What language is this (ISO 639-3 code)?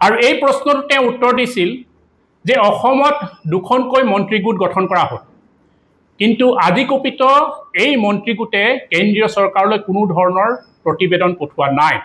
asm